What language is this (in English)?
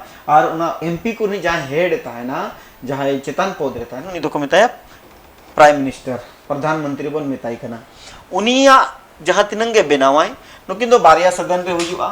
Santali